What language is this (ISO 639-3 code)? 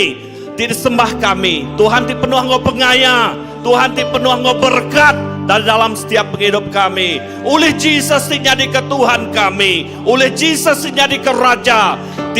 iba